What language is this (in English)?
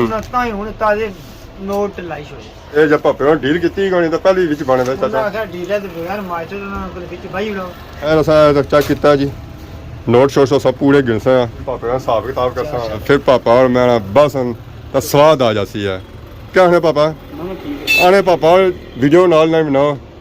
Pahari-Potwari